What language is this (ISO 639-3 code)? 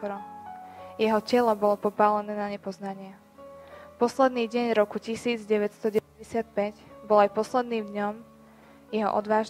slk